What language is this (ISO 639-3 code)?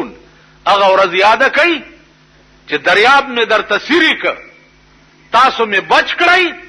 pus